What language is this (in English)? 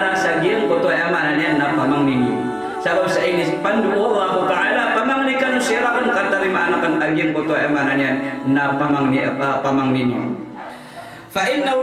Maranao